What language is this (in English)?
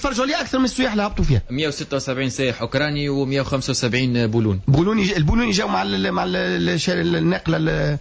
Tunisian Arabic